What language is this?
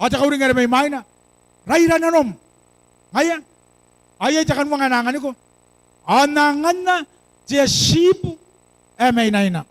Gilbertese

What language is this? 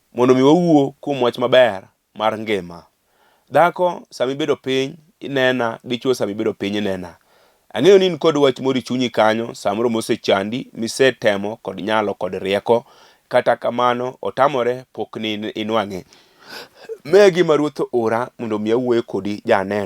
Luo (Kenya and Tanzania)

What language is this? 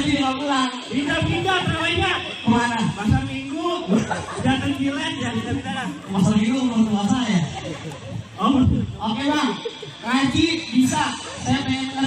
Betawi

